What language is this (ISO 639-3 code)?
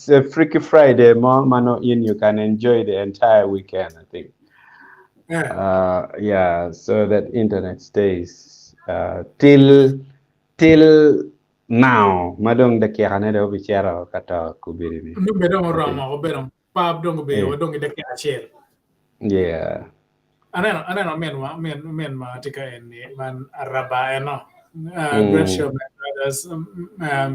ach